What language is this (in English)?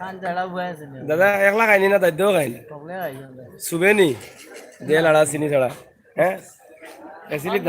Sylheti